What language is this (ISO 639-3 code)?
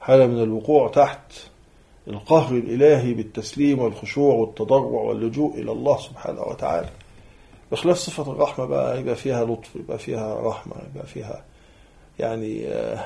arz